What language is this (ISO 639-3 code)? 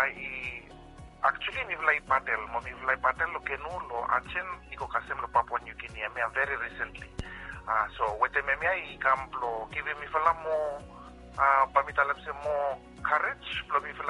bis